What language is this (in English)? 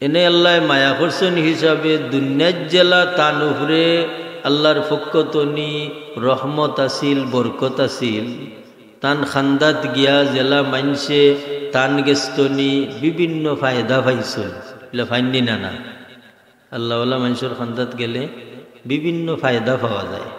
Sylheti